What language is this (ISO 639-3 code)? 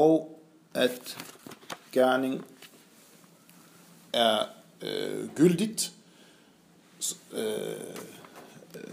dan